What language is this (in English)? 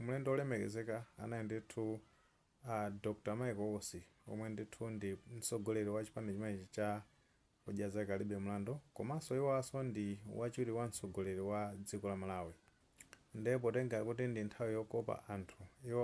Nyanja